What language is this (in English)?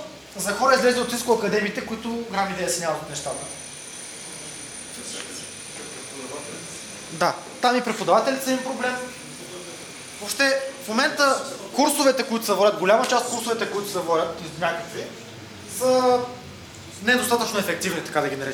Bulgarian